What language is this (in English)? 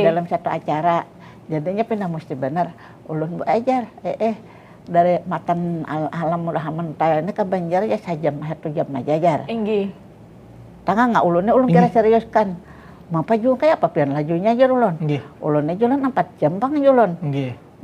Banjar